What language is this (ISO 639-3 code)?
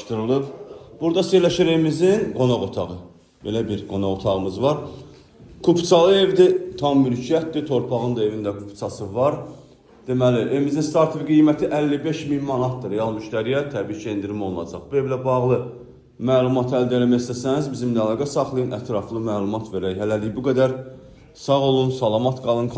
aze